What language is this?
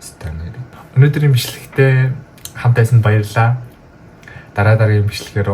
Mongolian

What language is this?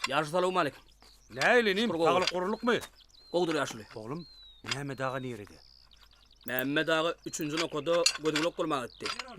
Turkmen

